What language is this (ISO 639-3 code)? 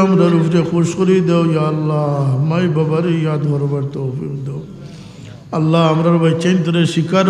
syl